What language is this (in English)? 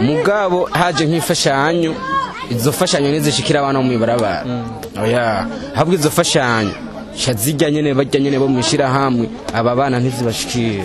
Rundi